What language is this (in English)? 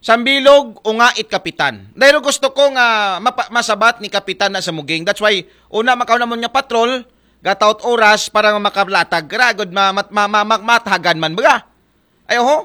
Aklanon